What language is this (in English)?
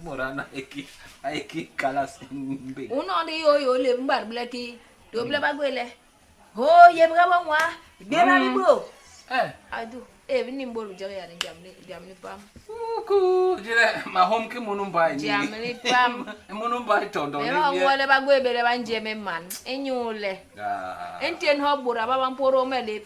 Basaa